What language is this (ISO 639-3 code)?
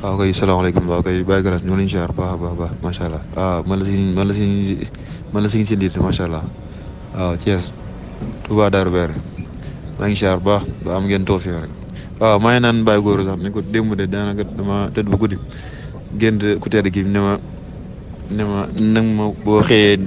wol